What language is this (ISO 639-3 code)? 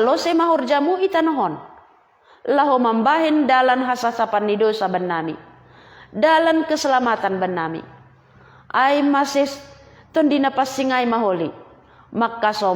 bts